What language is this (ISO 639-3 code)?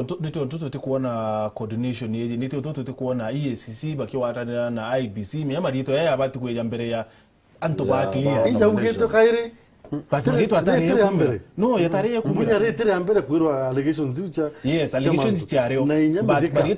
mer